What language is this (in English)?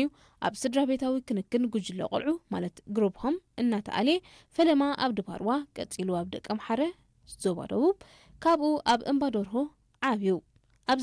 Tigrinya